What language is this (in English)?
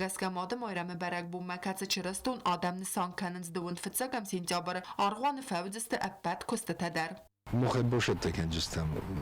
Ossetic